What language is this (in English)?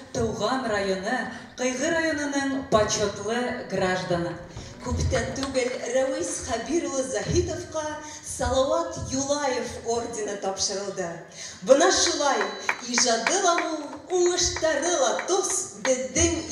Bashkir